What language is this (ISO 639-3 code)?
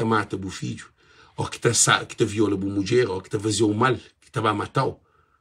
kea